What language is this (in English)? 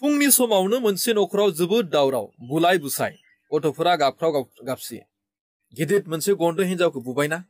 Bodo